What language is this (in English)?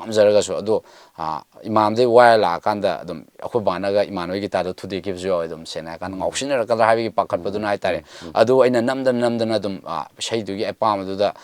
Manipuri